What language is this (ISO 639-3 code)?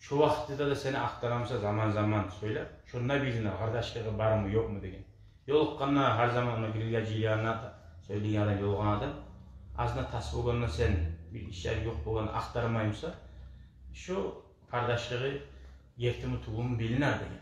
kum